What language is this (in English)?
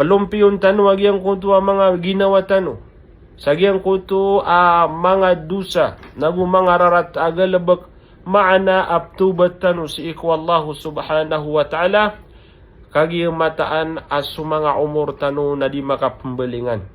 Maranao